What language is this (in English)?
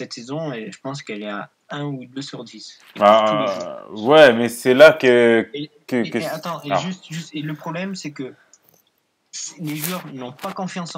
French